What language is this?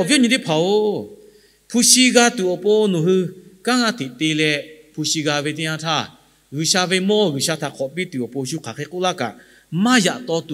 Lahu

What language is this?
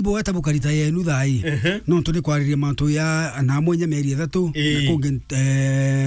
Meru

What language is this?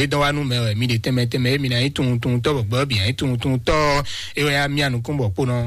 Fon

